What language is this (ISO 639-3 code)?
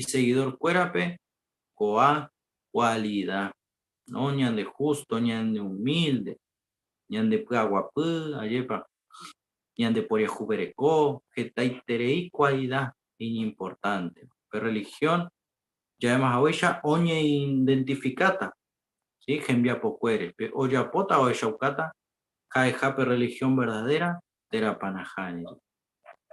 grn